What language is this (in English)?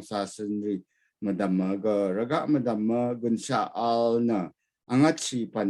Rawang